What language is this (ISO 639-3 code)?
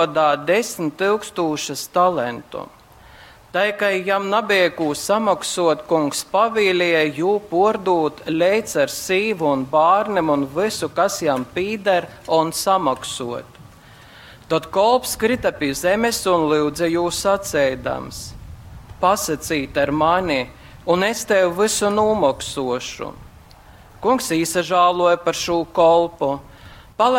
ltg